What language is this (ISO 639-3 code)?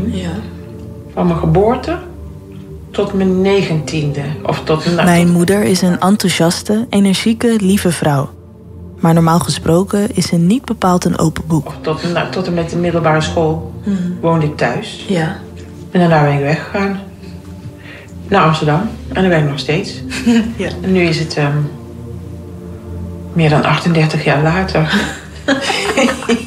nld